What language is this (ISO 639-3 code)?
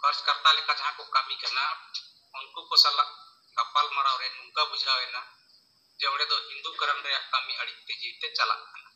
sat